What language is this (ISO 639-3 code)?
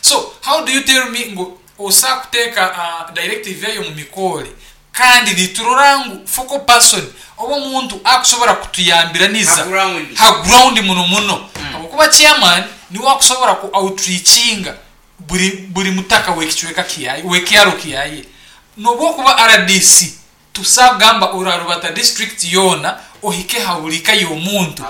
nyn